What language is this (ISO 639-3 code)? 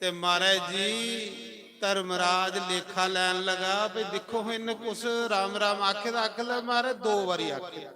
doi